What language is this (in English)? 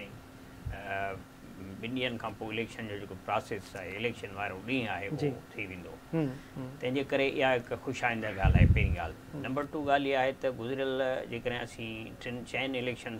Sindhi